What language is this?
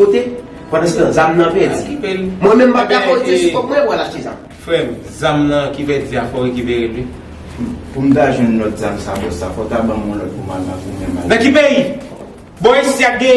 Haitian Creole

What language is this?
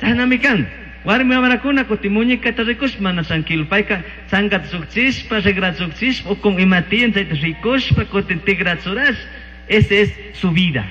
Chimborazo Highland Quichua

